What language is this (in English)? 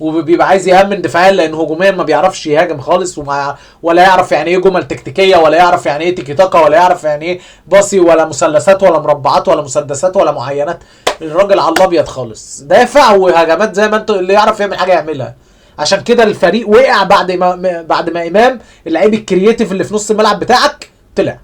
Egyptian Arabic